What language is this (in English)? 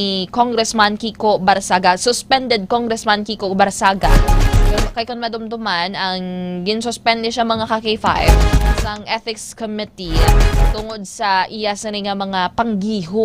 Hiligaynon